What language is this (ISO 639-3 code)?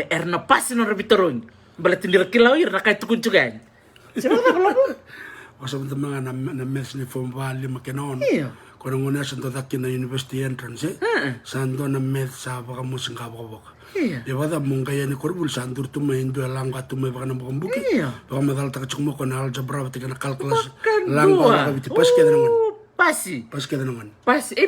fij